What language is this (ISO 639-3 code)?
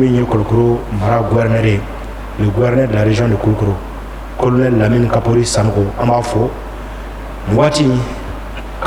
bam